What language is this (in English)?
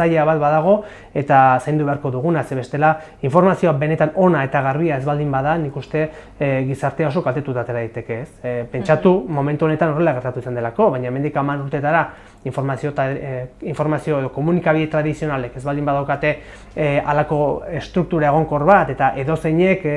Basque